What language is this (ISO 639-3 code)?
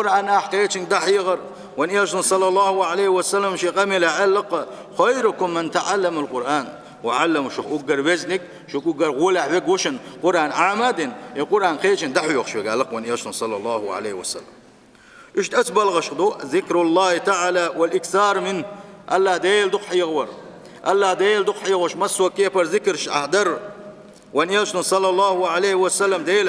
che